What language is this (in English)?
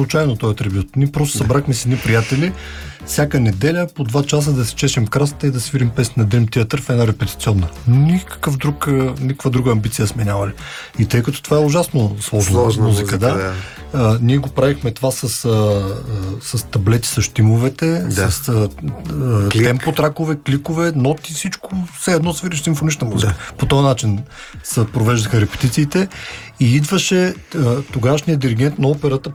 Bulgarian